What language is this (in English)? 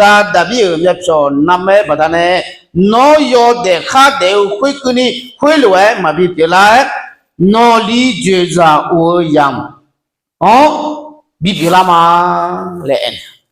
Akha